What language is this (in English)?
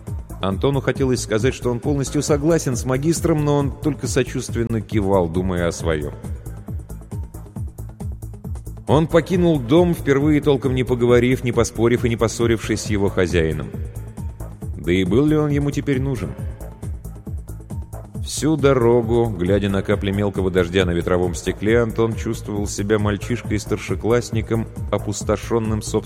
Russian